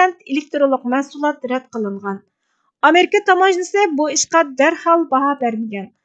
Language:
Uyghur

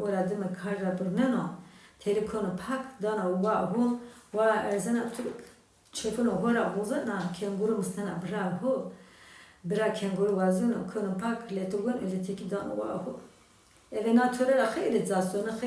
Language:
Zaza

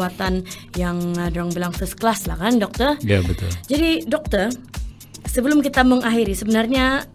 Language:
Malay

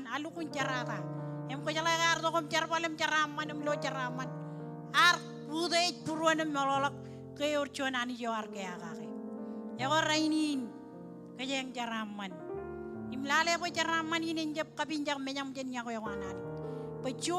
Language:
Marshallese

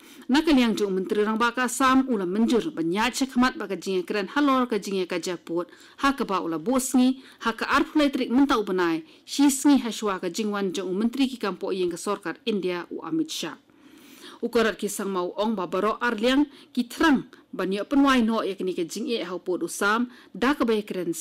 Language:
Khasi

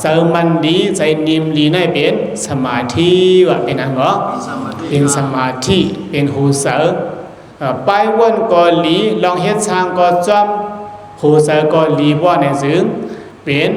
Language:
Shan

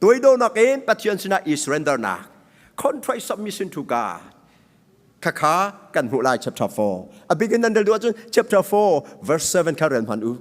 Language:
Hakha Chin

